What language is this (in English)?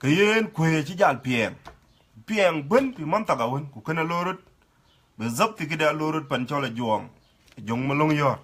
Dinka